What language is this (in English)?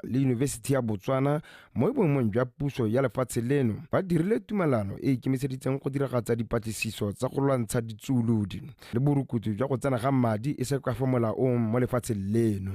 Tswana